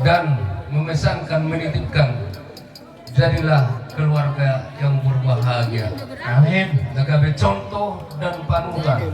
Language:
Batak Toba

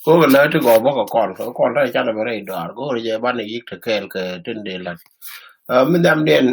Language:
Nuer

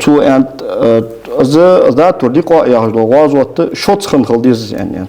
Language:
Ingush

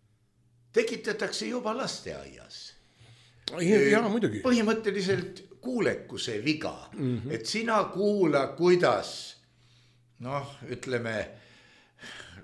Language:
Estonian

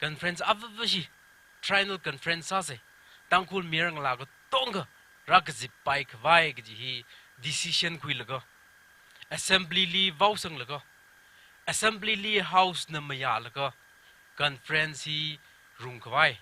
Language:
Tangkhul Naga (India)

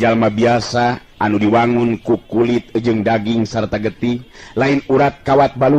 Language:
Sundanese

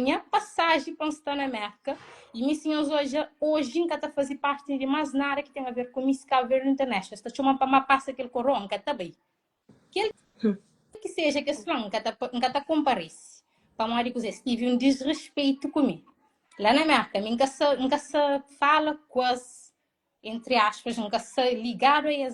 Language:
Kabuverdianu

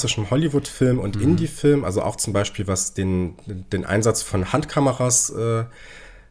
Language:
German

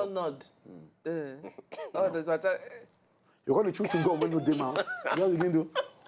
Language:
Nigerian Pidgin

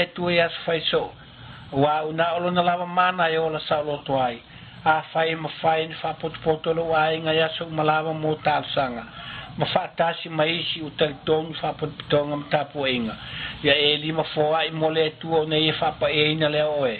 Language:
Samoan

